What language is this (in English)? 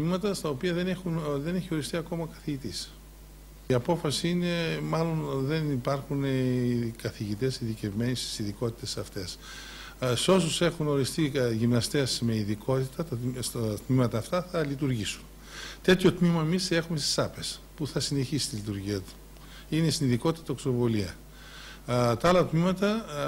Greek